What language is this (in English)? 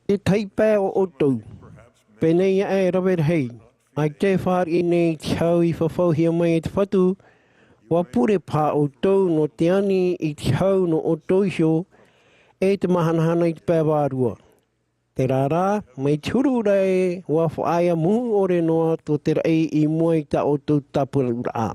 Tahitian